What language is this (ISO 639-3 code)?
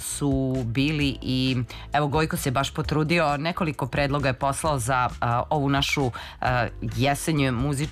srp